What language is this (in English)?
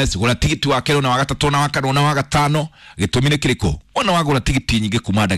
Kikuyu